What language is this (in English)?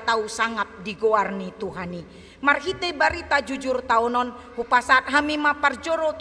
Batak Toba